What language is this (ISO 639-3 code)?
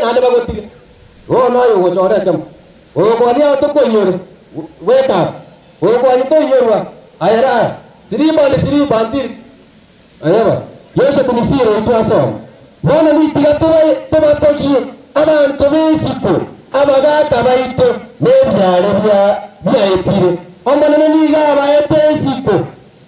guz